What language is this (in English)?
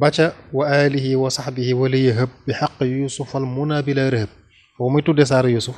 Wolof